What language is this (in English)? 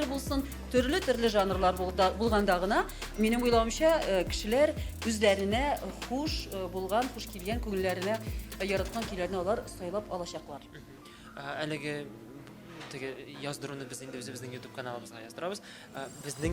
Tatar